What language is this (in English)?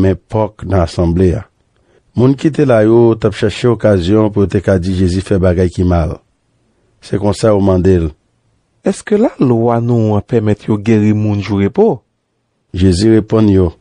Haitian Creole